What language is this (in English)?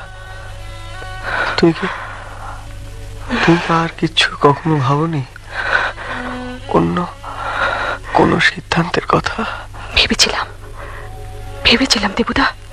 Bangla